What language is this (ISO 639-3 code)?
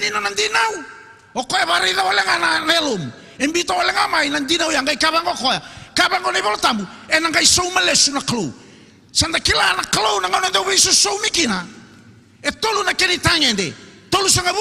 fij